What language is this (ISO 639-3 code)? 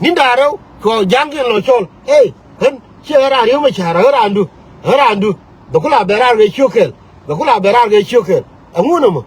nus